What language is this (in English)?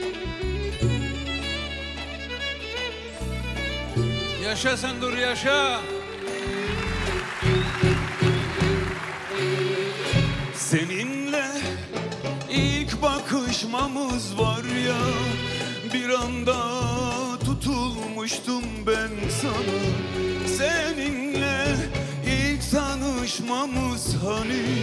Turkish